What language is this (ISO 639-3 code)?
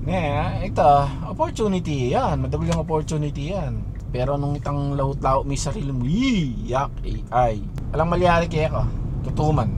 pam